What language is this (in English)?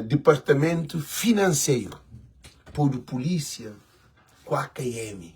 Kabuverdianu